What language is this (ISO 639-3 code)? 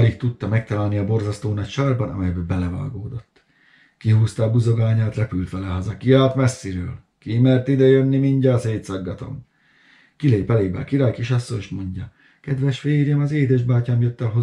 hun